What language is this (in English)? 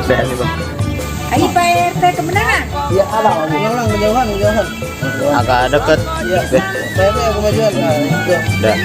Betawi